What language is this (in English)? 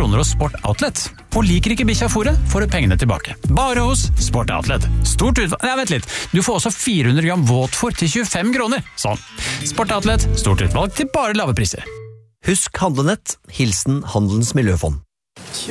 Norwegian